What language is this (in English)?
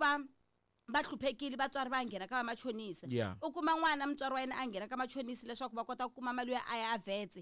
Tsonga